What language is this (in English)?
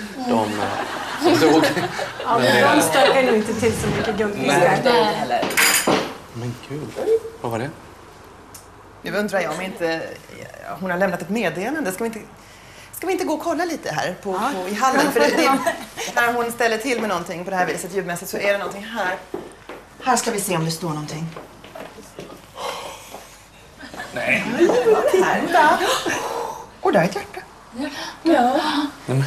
Swedish